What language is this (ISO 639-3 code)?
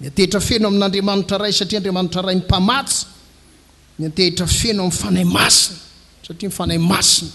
mlg